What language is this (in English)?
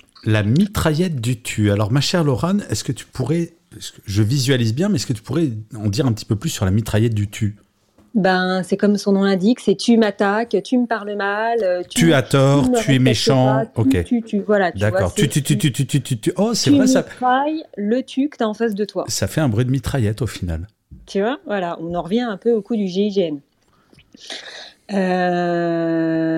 French